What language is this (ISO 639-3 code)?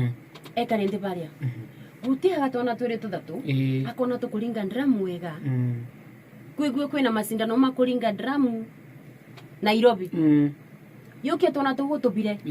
mer